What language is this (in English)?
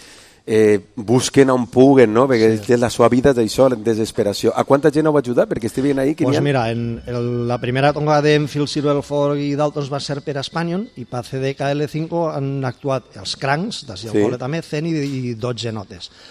Catalan